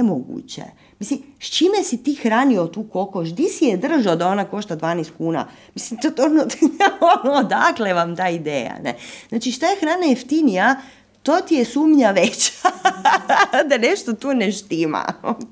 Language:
Croatian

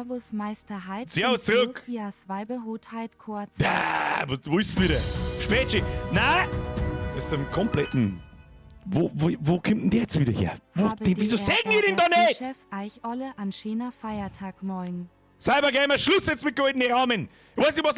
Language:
Bavarian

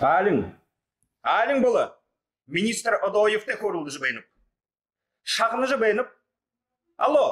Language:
Buriat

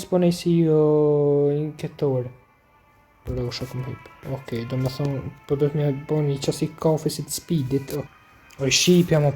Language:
Albanian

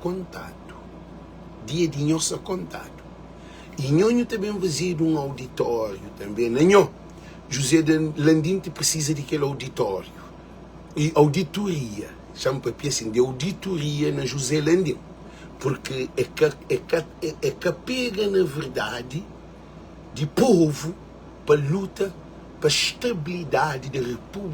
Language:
Kabuverdianu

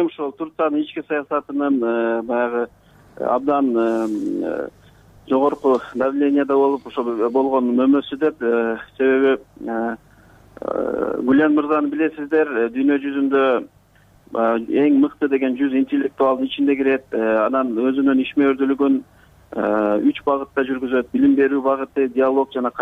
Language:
Kyrgyz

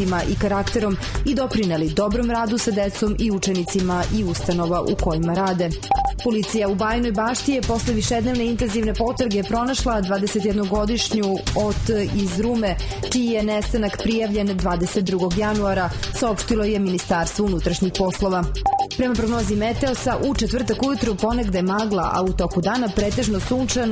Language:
Serbian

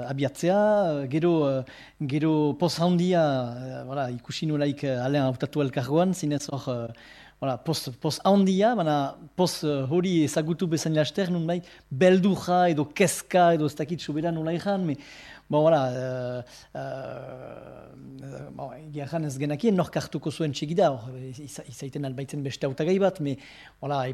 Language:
Basque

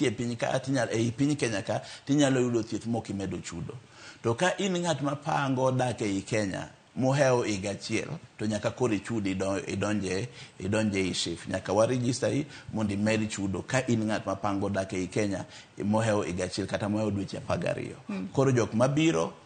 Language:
Luo (Kenya and Tanzania)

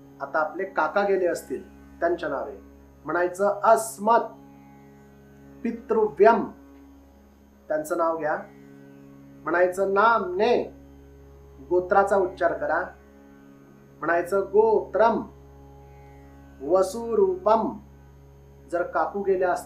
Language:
Marathi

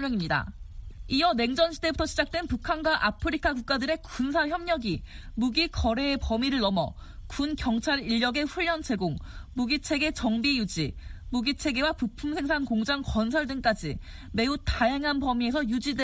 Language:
Korean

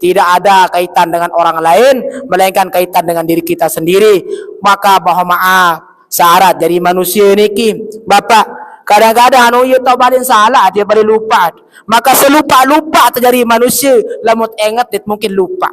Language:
Sasak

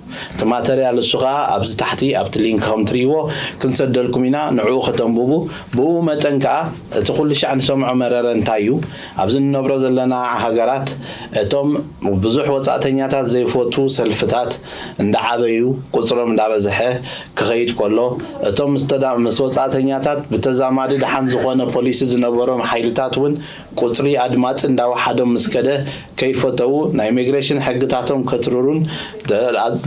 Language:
Tigrinya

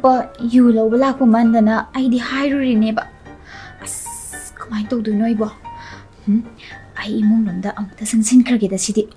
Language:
Manipuri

